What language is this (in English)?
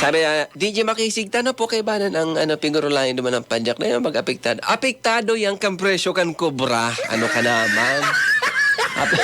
Bikol